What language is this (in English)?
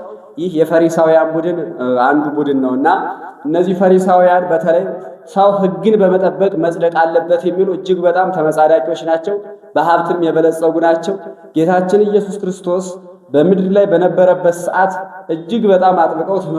Amharic